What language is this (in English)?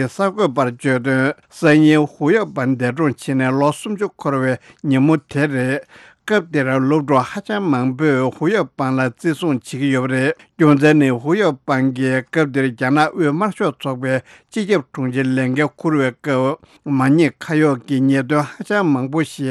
Tibetan